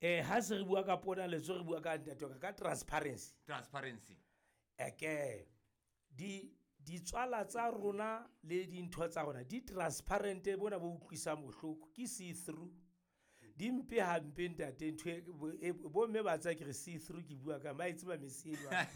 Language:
Southern Sotho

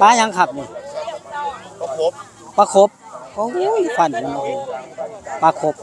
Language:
Northeastern Thai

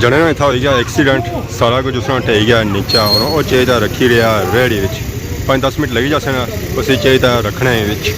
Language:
Pahari-Potwari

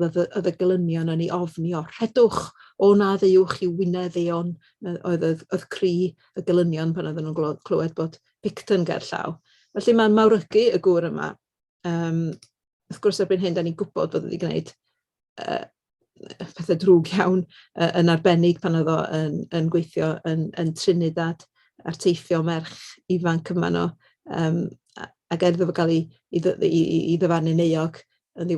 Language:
Welsh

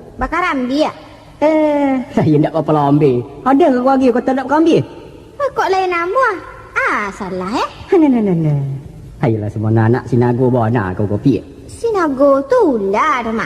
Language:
Minangkabau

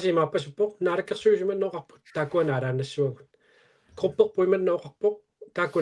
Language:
Kalaallisut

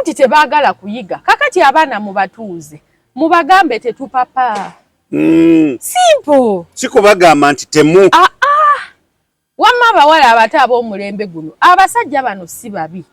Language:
Ganda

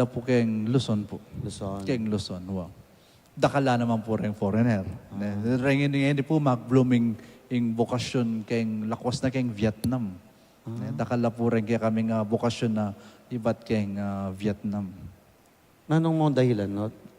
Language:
Pampanga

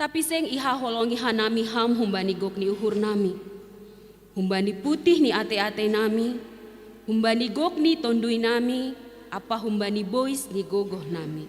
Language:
Batak Simalungun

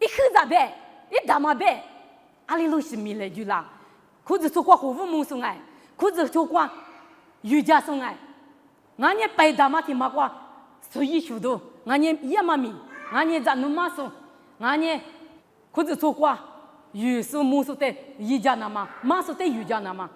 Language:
Lisu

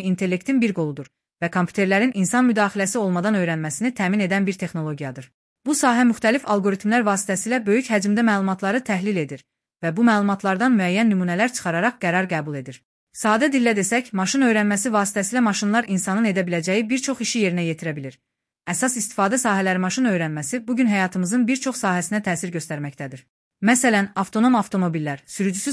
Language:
Azerbaijani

